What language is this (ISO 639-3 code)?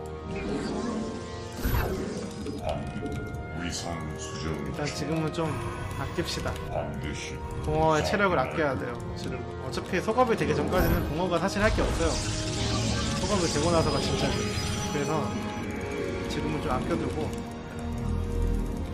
kor